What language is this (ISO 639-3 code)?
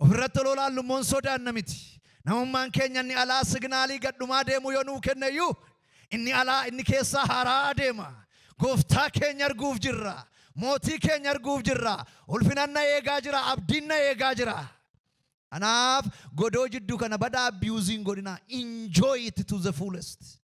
orm